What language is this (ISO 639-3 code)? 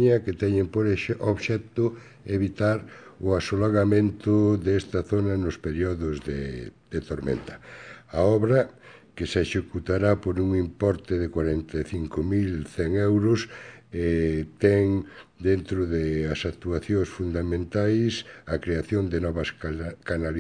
glg